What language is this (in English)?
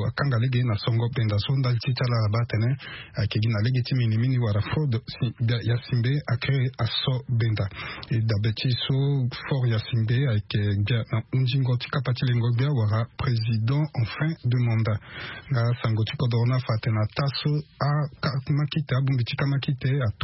Sango